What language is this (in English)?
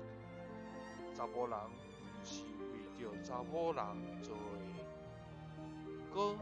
Min Nan Chinese